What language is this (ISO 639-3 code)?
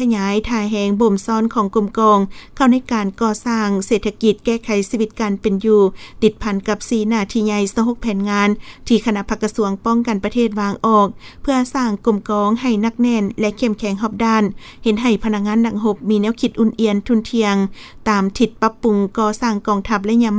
lao